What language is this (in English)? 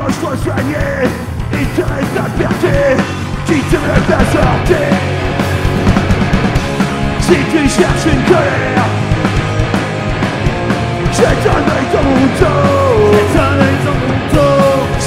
French